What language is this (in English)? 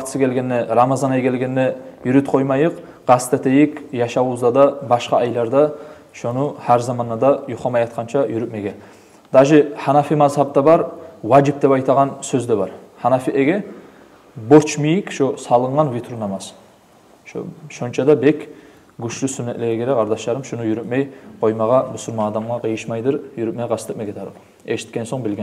Kumyk